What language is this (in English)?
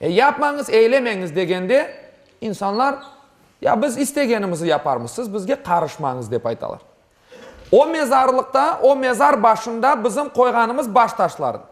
Crimean Tatar